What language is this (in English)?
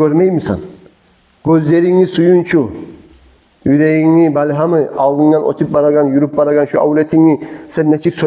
Kumyk